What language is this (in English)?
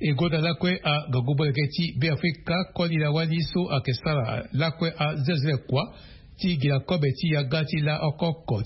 Sango